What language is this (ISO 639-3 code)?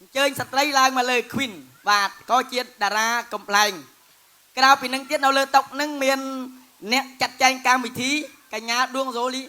khm